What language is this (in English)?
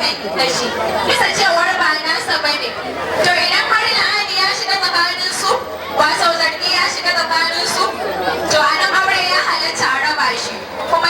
Hausa